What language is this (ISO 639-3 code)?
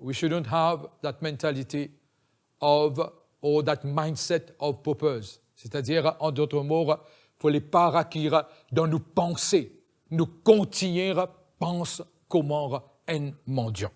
mfe